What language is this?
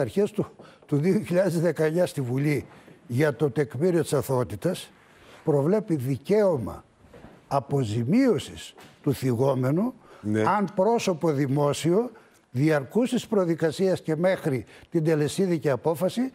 Greek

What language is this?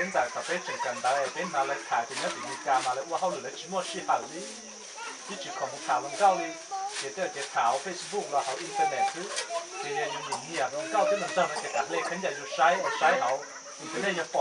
Hmong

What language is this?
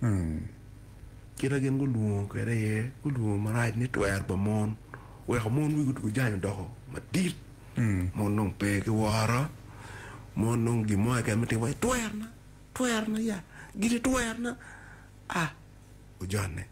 Acoli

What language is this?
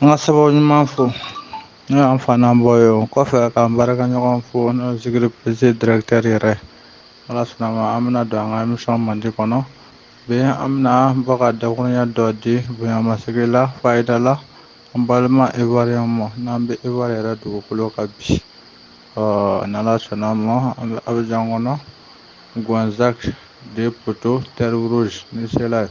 Bambara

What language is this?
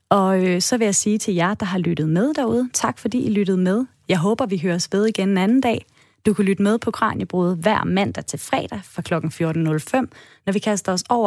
Danish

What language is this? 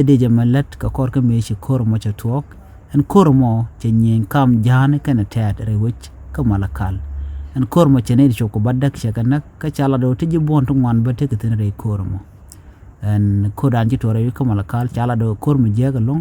Nuer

